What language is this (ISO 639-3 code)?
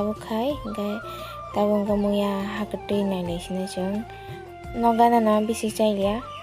trp